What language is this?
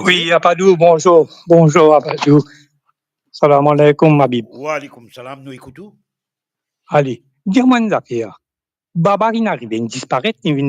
Morisyen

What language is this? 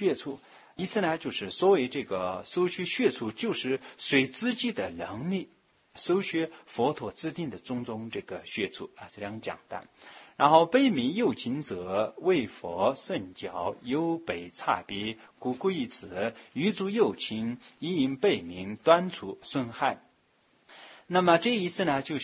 Chinese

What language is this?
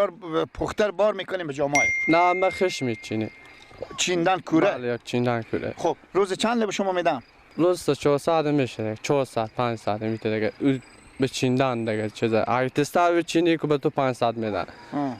Persian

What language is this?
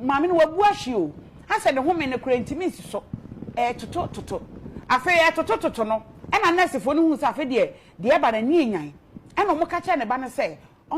Akan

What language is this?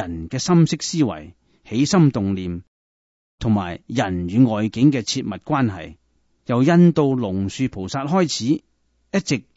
Cantonese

